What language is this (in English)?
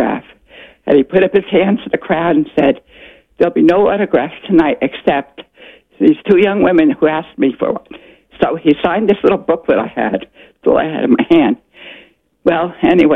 English